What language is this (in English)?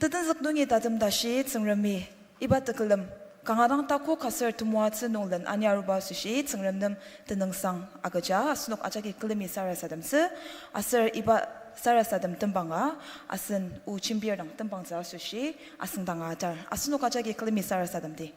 Ao Naga